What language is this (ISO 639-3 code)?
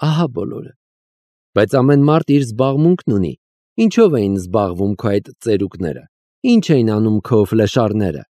hye